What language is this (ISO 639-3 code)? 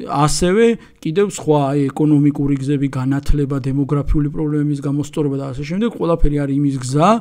kat